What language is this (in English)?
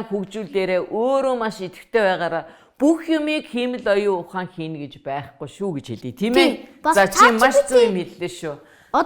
Mongolian